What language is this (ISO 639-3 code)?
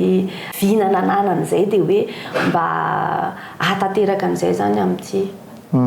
mlg